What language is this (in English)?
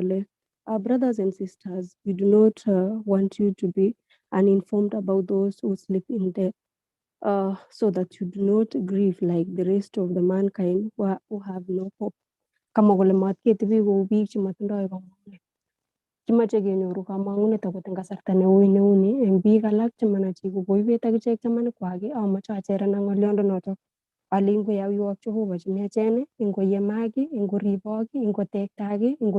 Kalenjin